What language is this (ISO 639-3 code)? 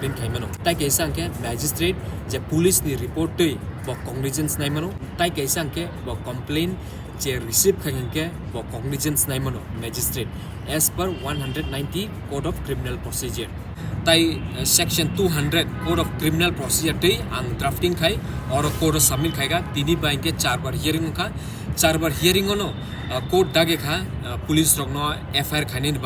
trp